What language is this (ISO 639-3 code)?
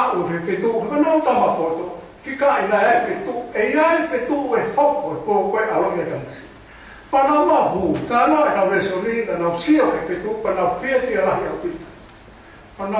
ton